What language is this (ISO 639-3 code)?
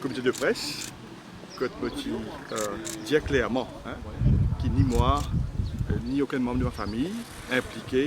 mfe